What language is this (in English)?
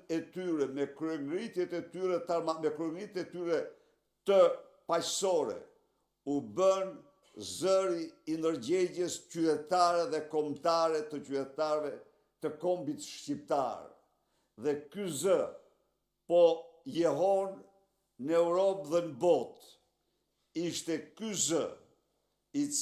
Albanian